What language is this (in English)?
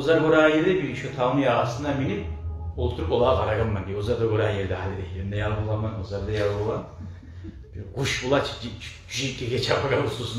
Kumyk